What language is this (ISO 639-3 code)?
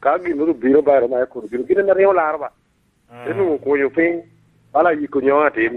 laj